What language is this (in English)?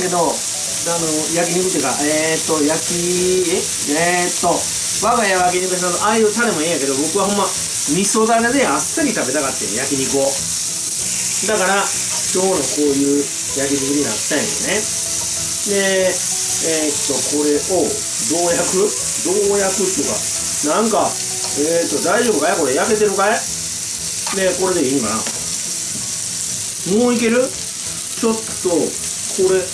Japanese